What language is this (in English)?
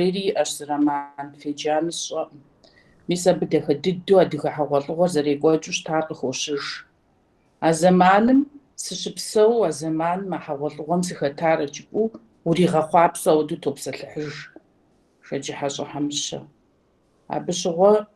Kabardian